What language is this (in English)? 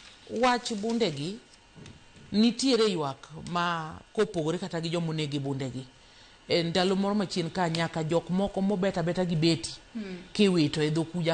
Luo (Kenya and Tanzania)